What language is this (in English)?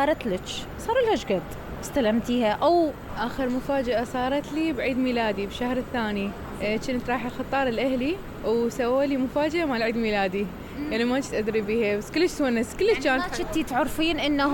Mesopotamian Arabic